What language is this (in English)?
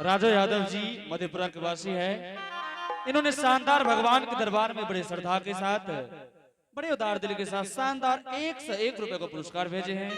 Angika